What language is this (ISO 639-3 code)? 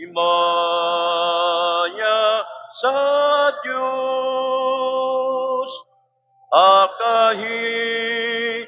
war